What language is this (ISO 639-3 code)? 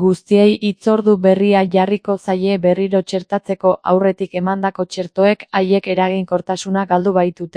eus